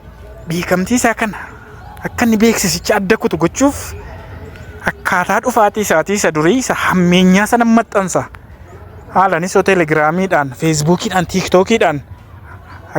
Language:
Oromo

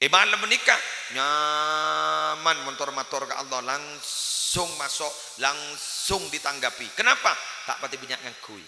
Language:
Madurese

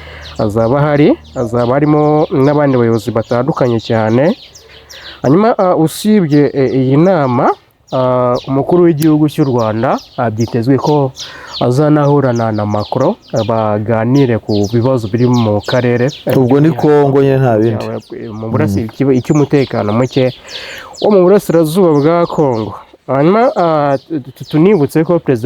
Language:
Kinyarwanda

